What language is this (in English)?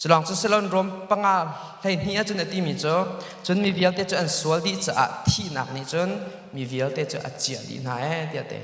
Hakha Chin